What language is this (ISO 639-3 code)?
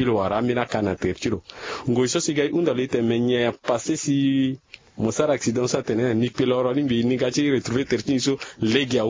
sag